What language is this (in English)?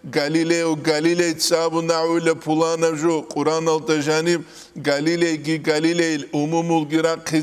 Avaric